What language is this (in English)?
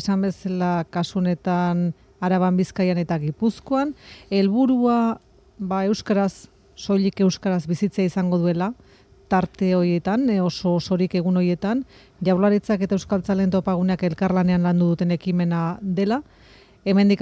Basque